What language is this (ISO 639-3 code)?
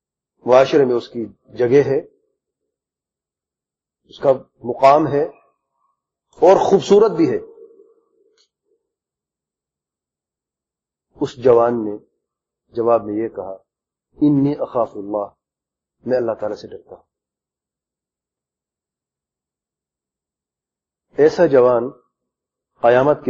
urd